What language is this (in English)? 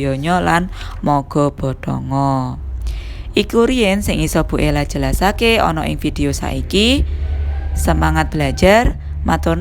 Javanese